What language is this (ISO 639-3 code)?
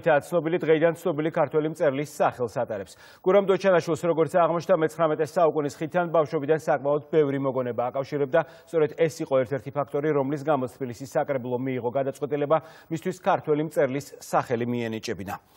kat